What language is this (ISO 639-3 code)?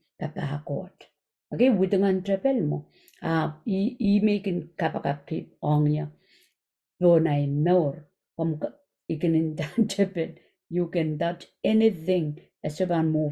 pon